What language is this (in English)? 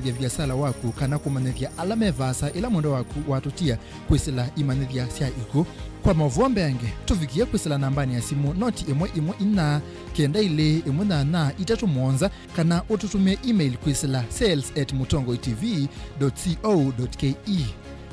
Kamba